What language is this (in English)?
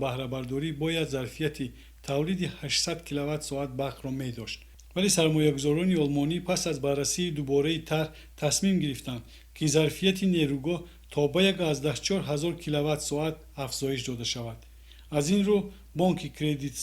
Tajik